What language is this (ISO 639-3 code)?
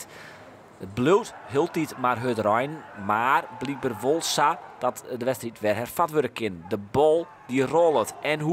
fry